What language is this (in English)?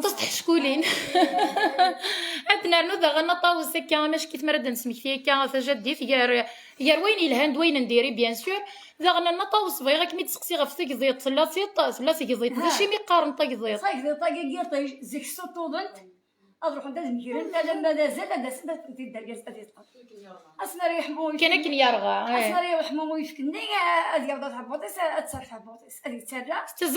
Kabyle